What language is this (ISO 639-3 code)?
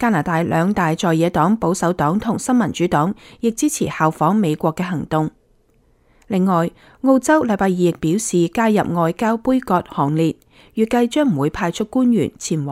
yue